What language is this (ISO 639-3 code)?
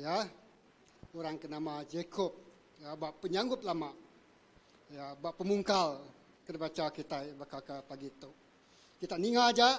iba